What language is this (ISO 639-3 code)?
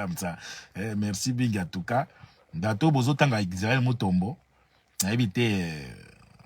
lin